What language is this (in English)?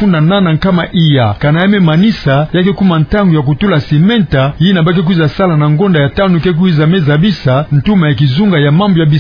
Kituba (Democratic Republic of Congo)